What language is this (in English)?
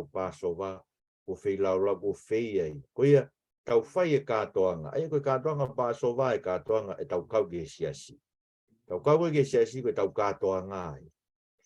Tongan